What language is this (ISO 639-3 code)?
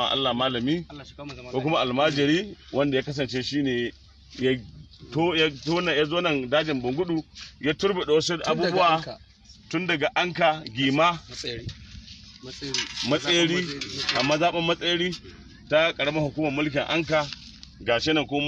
hau